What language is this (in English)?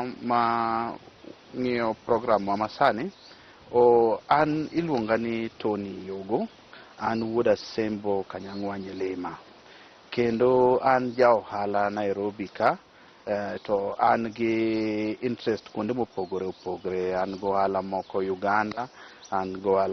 Luo (Kenya and Tanzania)